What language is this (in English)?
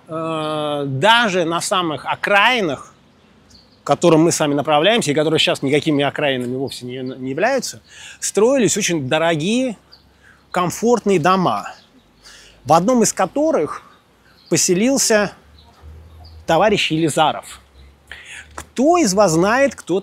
Russian